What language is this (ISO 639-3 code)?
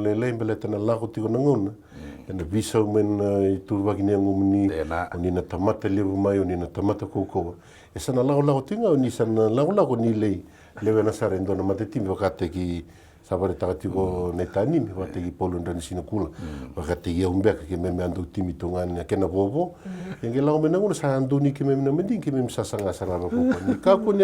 fij